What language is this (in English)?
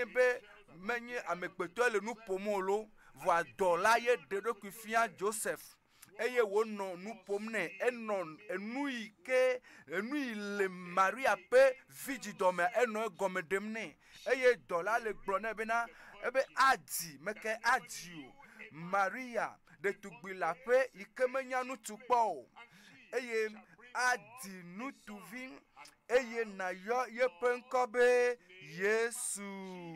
Ewe